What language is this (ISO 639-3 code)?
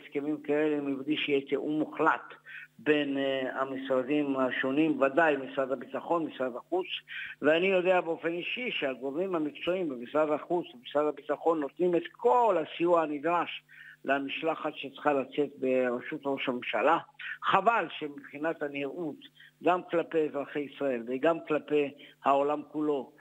heb